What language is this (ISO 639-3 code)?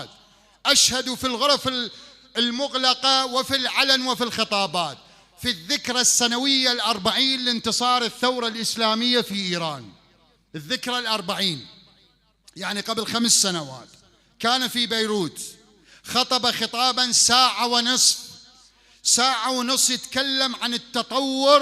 acm